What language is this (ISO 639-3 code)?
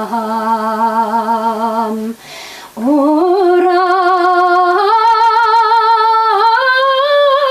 bak